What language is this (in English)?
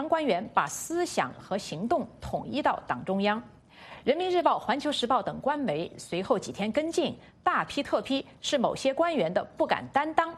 Chinese